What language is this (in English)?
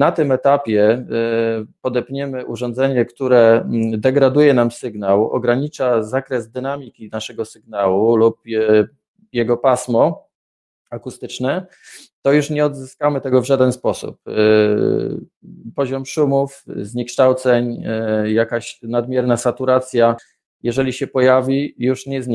Polish